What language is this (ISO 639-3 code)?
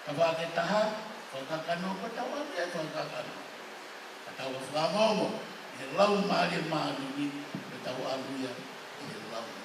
ton